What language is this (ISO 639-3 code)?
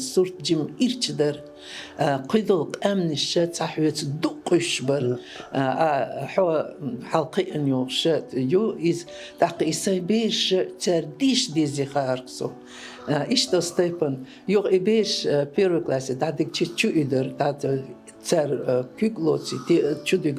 che